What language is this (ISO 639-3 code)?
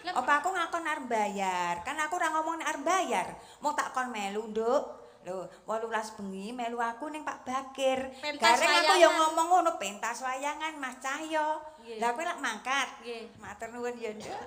jav